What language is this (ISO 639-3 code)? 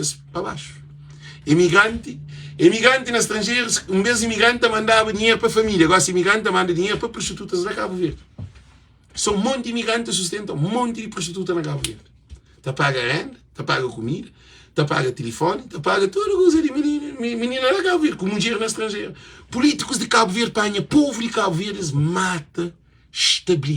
kea